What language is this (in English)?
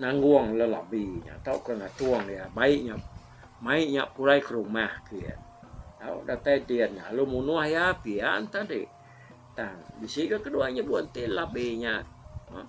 Iban